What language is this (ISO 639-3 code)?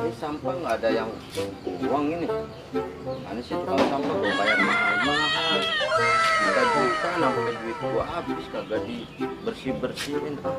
bew